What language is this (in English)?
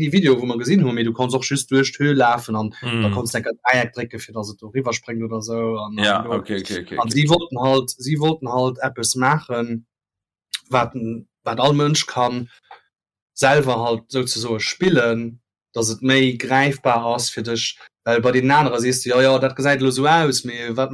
Luxembourgish